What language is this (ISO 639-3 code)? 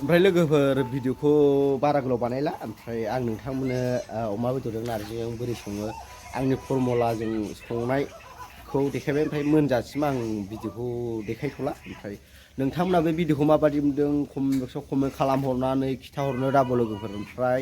brx